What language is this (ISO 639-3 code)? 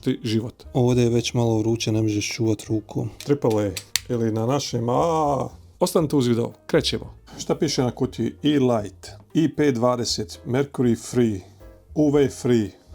bos